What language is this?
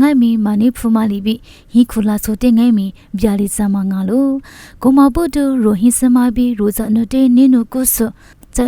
Lisu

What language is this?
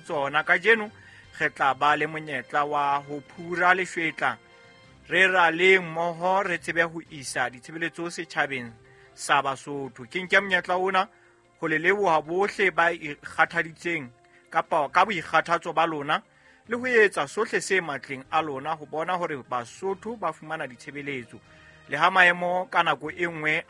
Southern Sotho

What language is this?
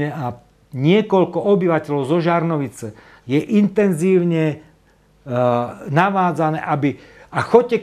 Slovak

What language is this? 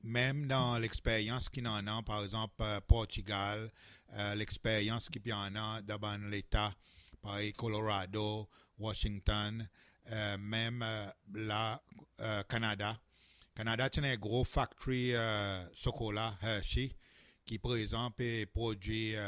Seselwa Creole French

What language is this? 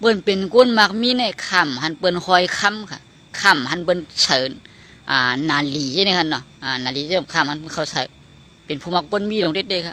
Shan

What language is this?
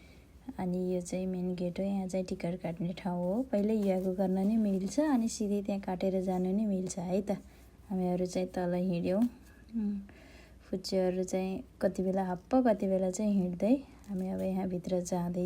Nepali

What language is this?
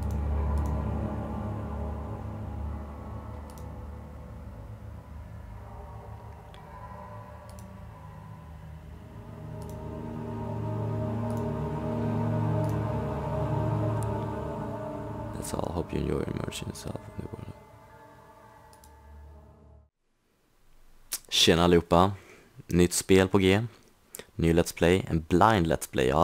Swedish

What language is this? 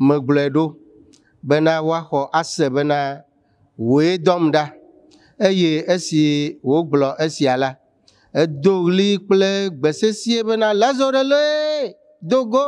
Ewe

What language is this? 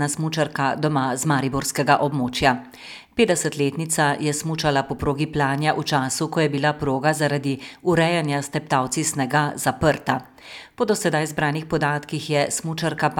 Slovenian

